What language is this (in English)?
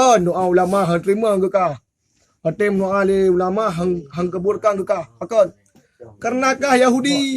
Achinese